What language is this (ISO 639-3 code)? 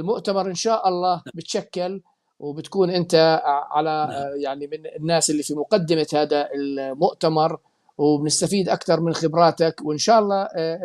apc